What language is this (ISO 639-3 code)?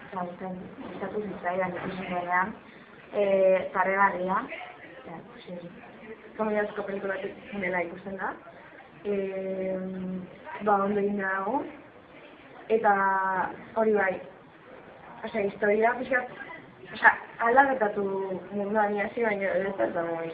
eus